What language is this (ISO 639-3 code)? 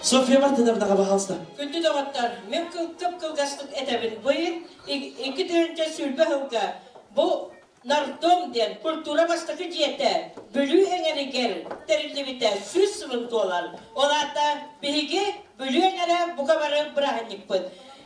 sah